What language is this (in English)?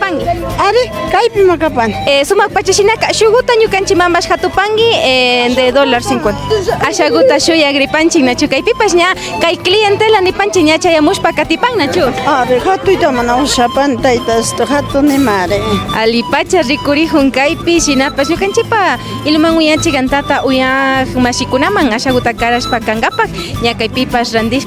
Imbabura Highland Quichua